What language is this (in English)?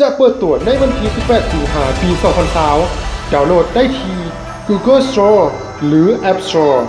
Lao